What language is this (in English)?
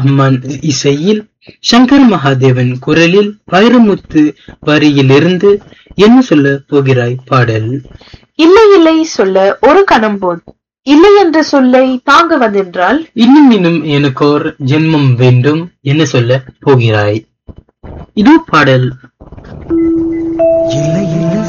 Tamil